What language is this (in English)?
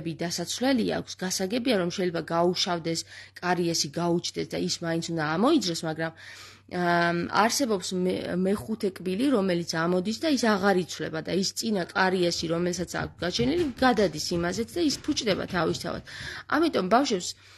Georgian